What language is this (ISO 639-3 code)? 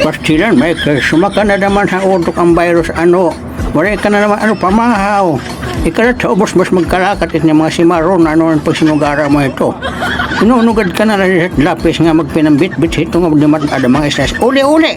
war